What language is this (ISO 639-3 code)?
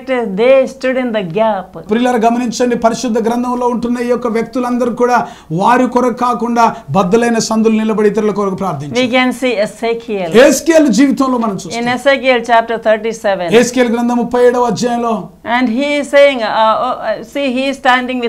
tel